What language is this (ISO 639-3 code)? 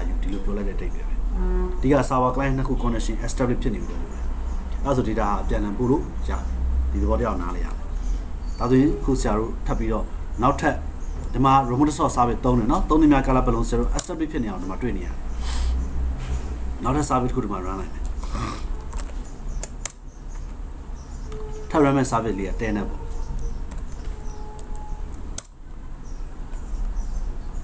mya